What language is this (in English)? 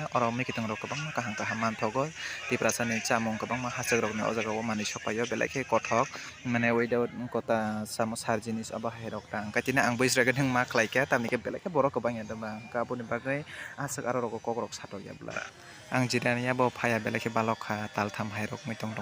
Kok Borok